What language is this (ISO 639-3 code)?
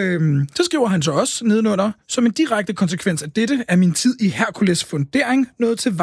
dan